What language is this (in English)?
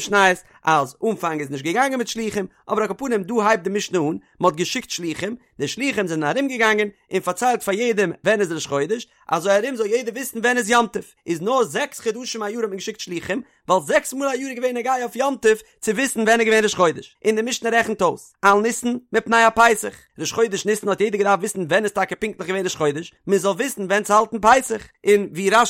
Yiddish